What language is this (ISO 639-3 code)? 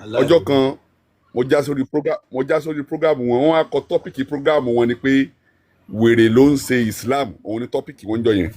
yor